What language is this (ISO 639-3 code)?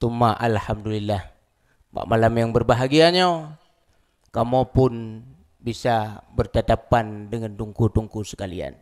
ace